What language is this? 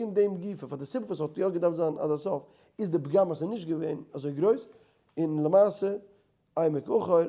Yiddish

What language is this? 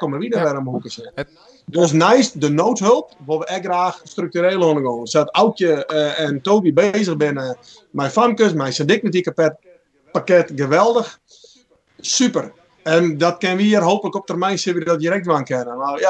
Western Frisian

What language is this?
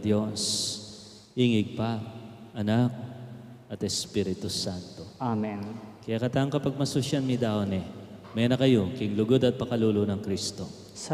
Pampanga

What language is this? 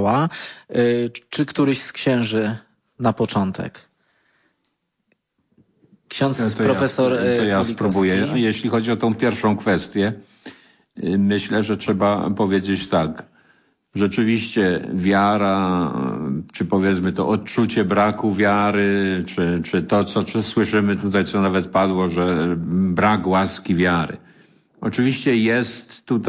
Polish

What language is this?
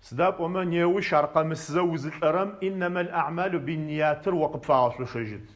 Adyghe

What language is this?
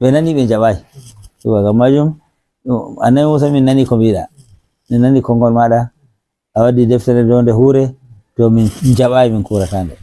Fula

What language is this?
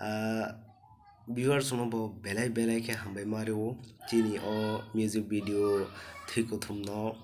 Kok Borok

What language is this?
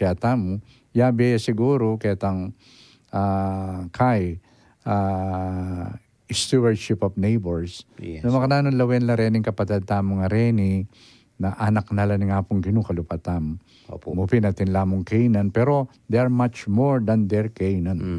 Pampanga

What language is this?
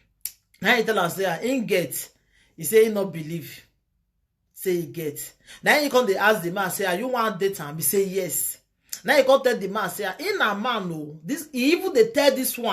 Nigerian Pidgin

